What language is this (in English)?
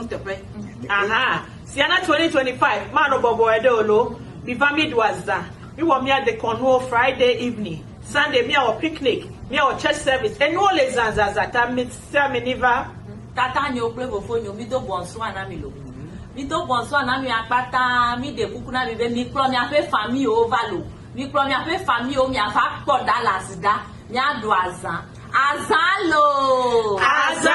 Ewe